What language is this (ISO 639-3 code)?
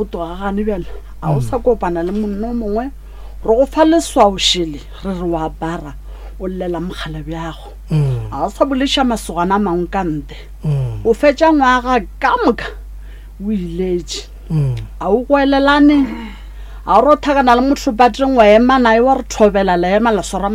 nso